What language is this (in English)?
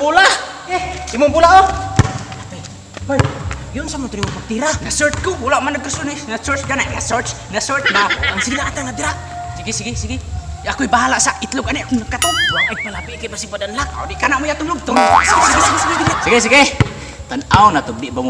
Cebuano